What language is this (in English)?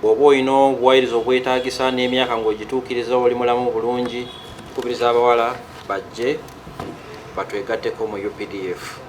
Ganda